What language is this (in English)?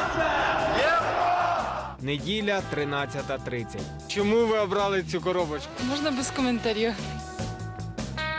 Ukrainian